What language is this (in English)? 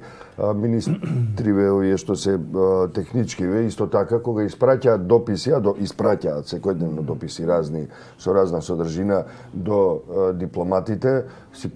Macedonian